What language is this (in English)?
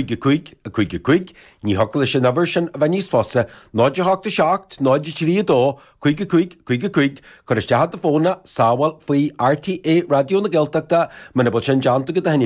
Irish